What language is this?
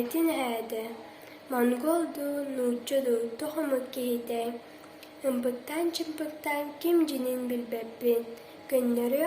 Yakut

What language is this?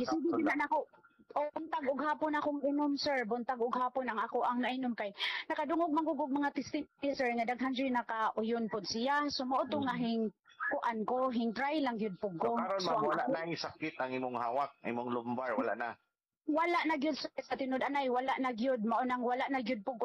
Cebuano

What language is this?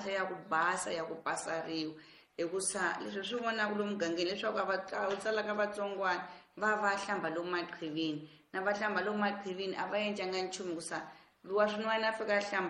Tsonga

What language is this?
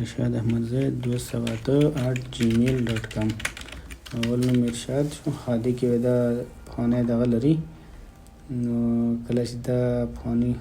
Pashto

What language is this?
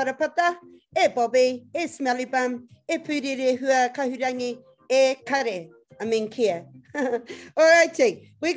Māori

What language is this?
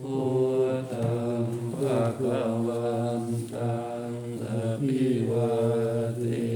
Pali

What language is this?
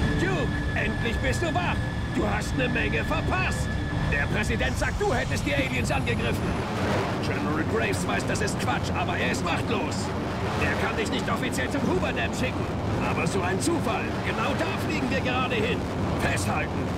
Swiss German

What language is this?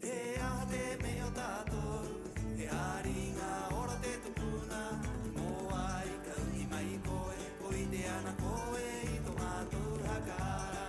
Rapanui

